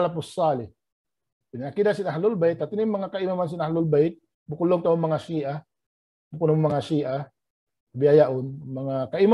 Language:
Tausug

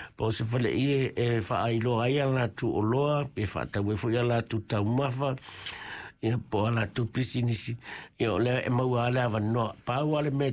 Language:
Samoan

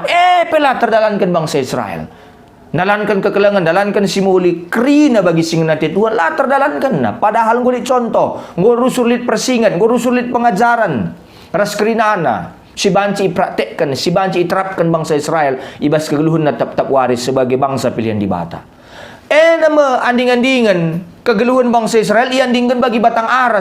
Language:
Batak Karo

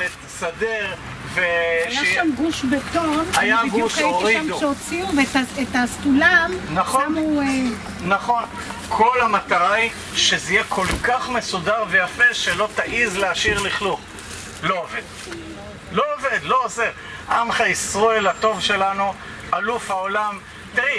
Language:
Hebrew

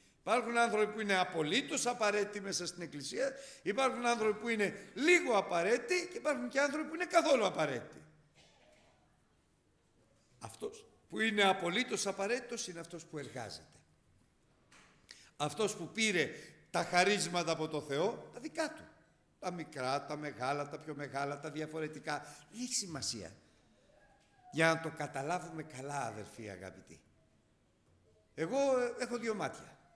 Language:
Greek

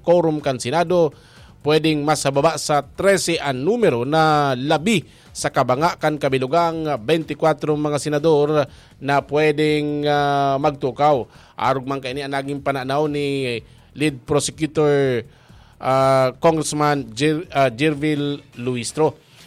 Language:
Bikol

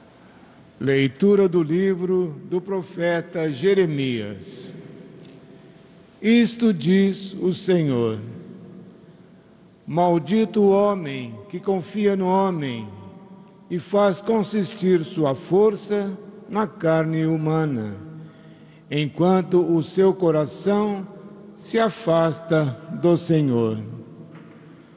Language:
Portuguese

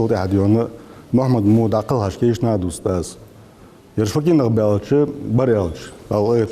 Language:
Ingush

